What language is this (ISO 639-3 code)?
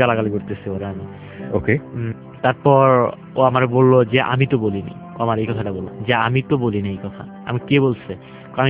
ben